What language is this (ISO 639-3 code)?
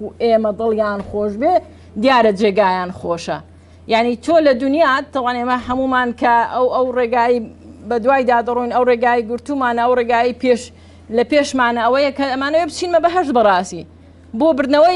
ckb